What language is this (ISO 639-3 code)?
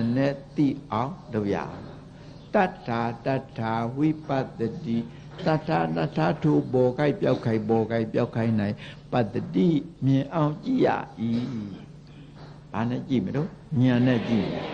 mya